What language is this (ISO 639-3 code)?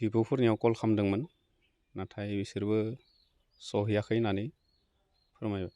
brx